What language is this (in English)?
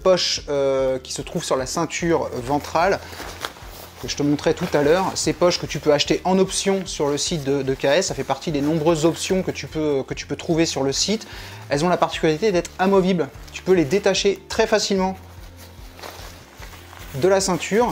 French